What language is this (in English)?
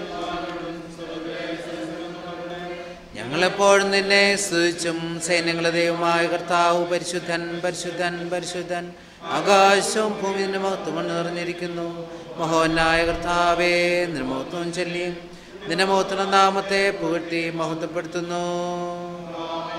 Malayalam